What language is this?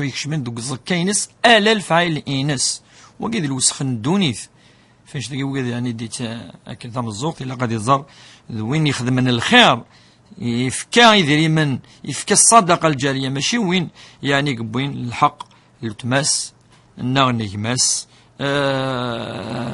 Kabyle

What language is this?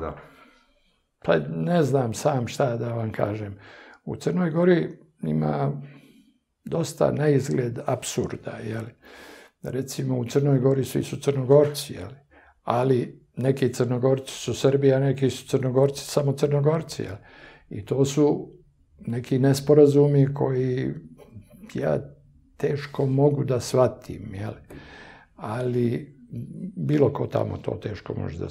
Serbian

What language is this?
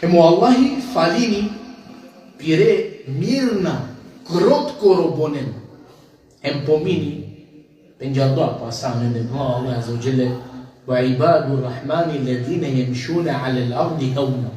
Balkan Romani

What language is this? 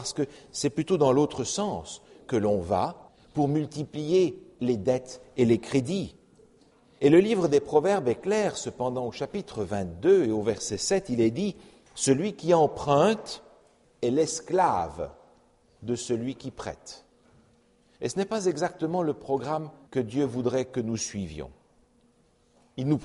French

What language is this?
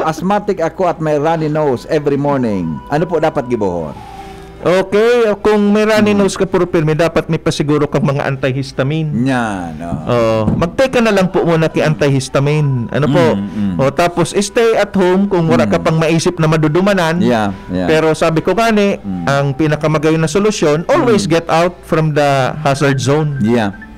Bikol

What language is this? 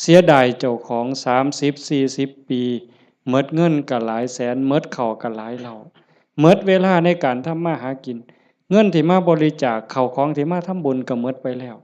Northeastern Thai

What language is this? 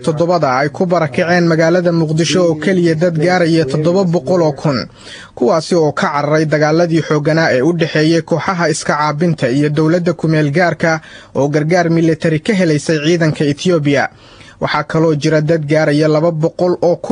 Somali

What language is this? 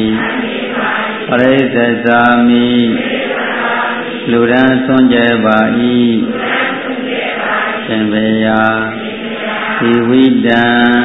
Burmese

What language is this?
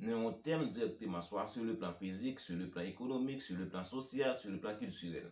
Haitian Creole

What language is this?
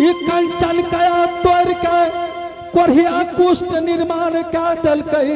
Angika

